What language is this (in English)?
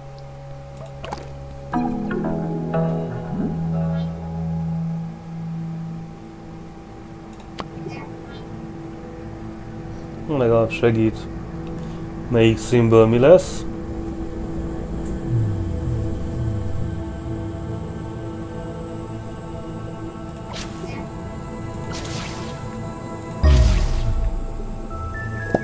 Hungarian